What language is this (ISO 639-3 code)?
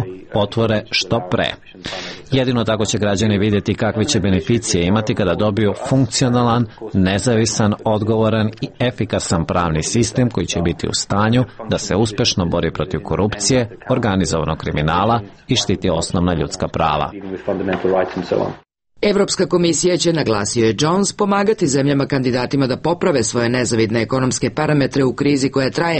srp